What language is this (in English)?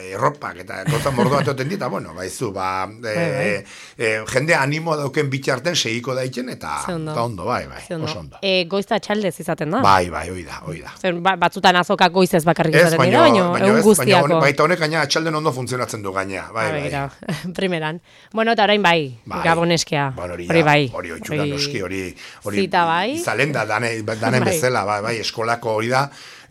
Basque